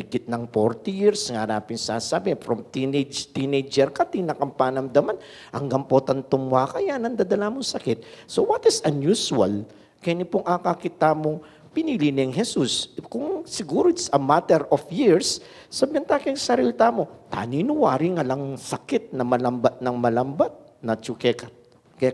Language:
Pampanga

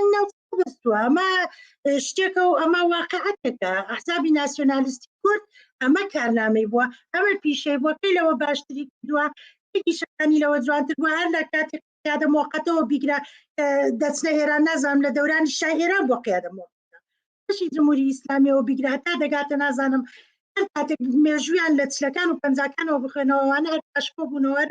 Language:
Central Kurdish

